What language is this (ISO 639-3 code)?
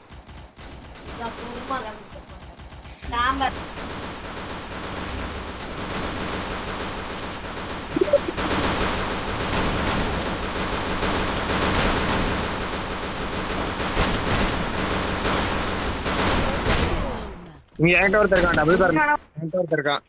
tam